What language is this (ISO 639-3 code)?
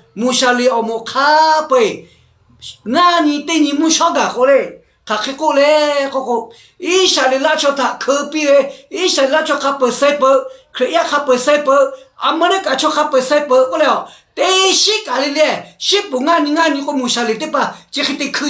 lhu